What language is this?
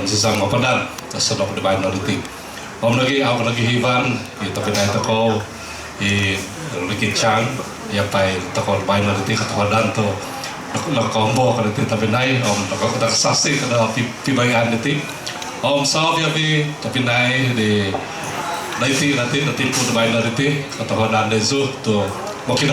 Central Dusun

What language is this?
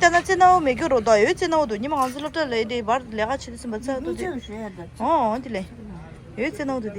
Tibetan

